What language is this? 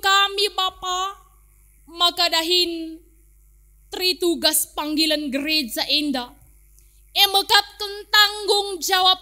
Batak Karo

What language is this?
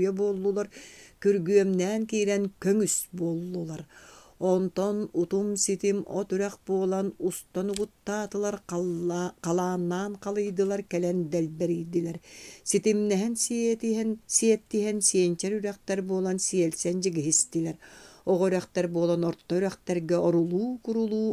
Yakut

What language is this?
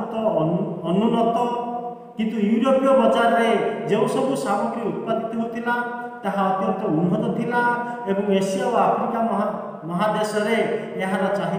Odia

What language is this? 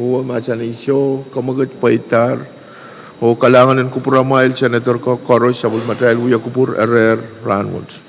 Pohnpeian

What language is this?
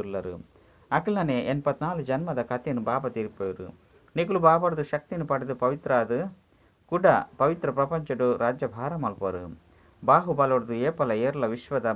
Tulu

